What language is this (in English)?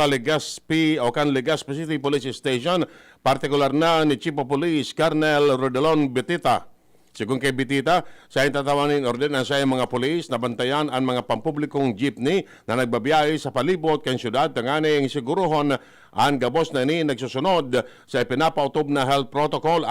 Bikol